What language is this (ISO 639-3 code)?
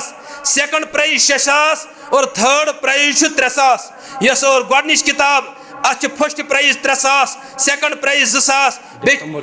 kas